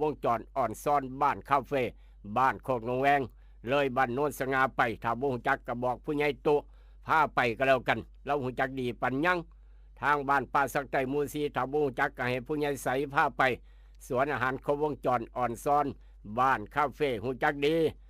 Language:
Northeastern Thai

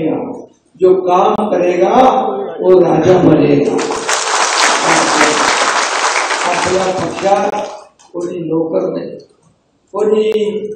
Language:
Marathi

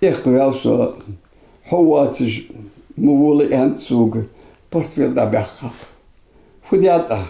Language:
Ingush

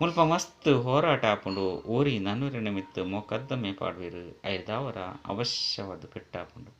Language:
Tulu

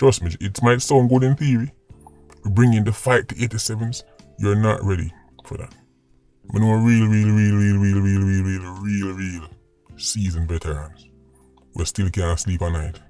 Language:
Jamaican Creole English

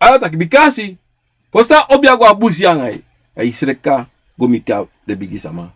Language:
Sranan Tongo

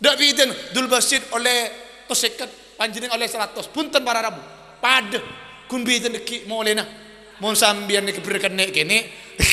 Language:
Madurese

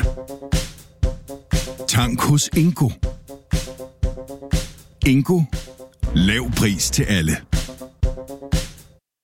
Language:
Danish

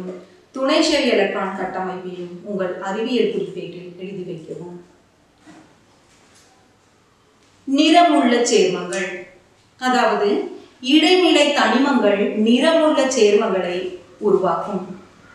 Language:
Tamil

